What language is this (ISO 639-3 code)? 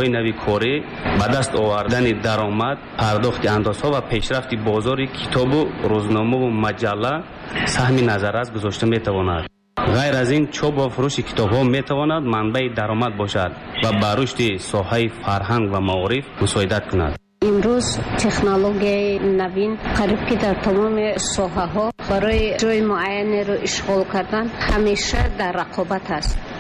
tgk